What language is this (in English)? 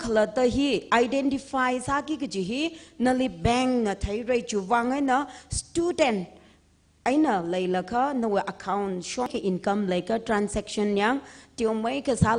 Tangkhul Naga (India)